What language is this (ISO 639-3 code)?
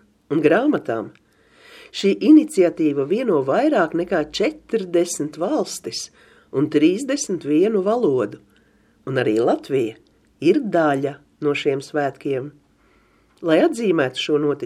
lav